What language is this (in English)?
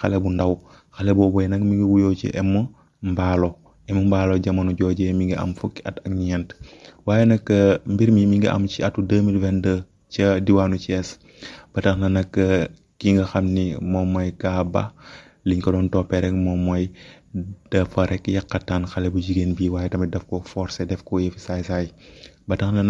Wolof